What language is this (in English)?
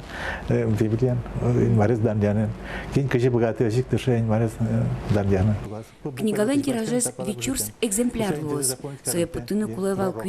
Udmurt